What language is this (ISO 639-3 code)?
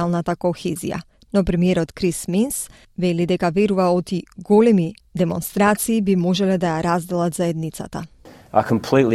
mkd